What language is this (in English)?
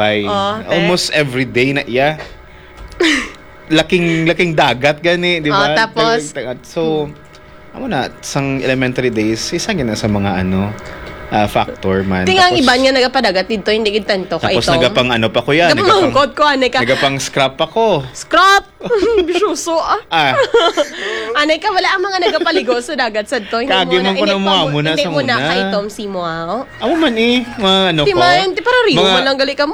Hiligaynon